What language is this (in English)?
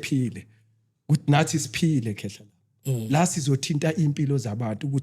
Zulu